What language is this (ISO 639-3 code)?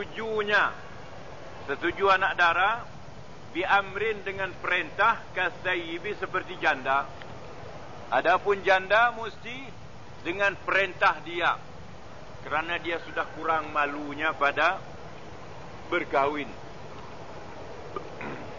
msa